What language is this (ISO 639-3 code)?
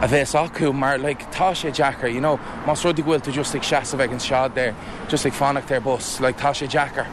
gle